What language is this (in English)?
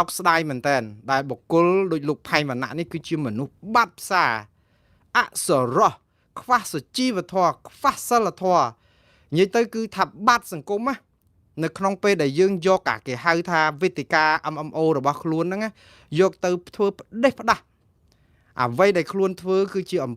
Khmer